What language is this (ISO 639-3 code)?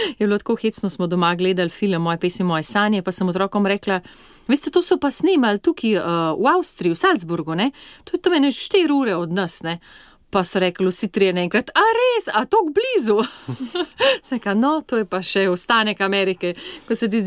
slv